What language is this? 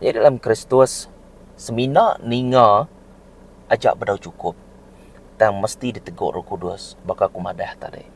Iban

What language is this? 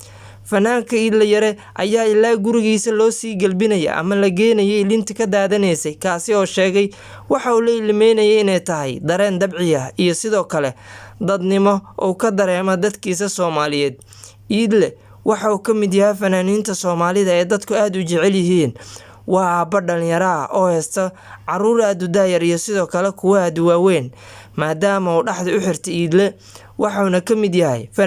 Somali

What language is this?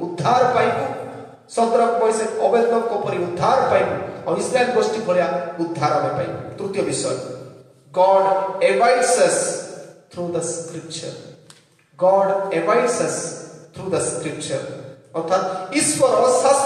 Odia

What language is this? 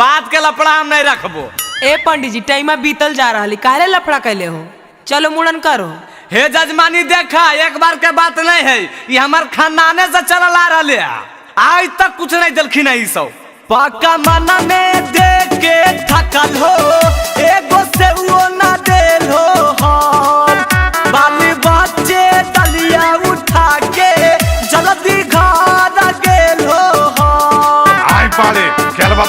Magahi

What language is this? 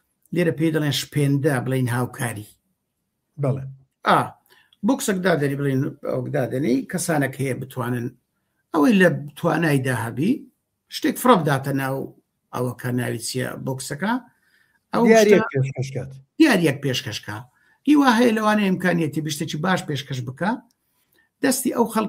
Central Kurdish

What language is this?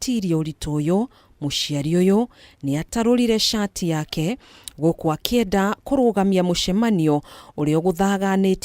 Kikuyu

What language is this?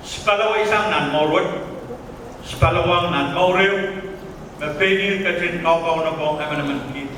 Pohnpeian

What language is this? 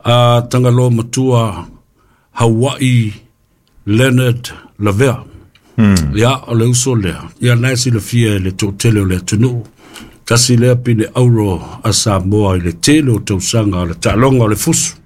Samoan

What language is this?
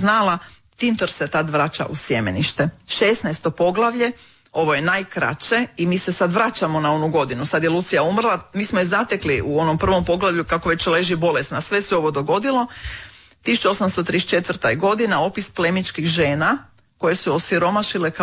Croatian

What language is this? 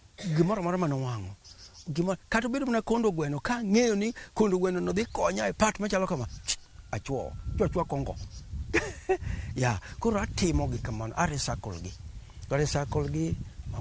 Luo (Kenya and Tanzania)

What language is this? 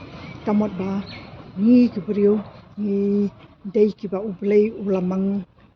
Khasi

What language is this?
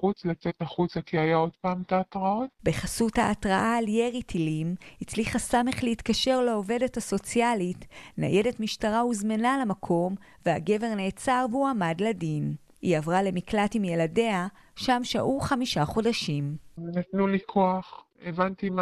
Hebrew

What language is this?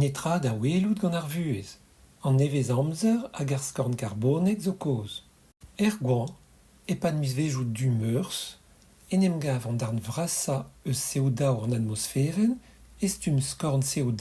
Breton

